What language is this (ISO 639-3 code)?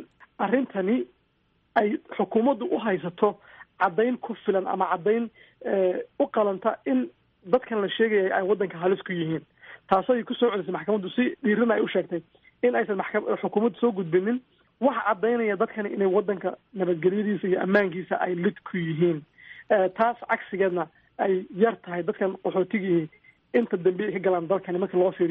som